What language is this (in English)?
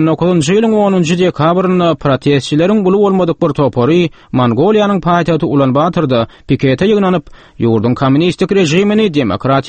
Turkmen